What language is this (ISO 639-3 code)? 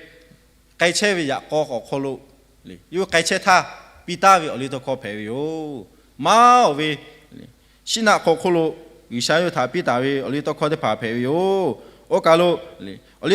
lhu